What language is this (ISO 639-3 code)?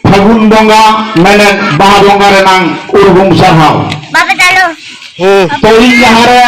sat